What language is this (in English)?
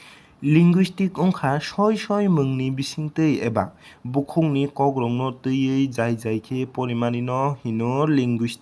Kok Borok